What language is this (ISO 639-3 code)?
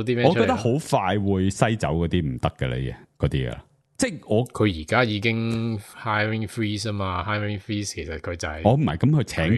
yue